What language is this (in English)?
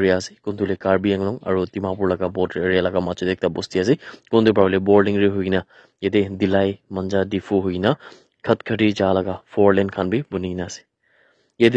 Naga Pidgin